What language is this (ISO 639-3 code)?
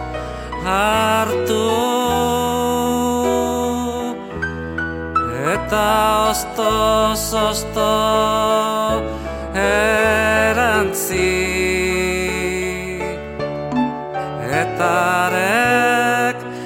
eus